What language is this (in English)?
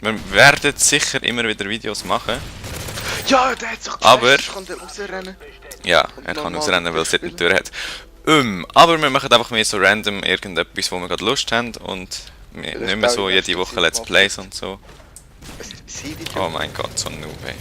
Swiss German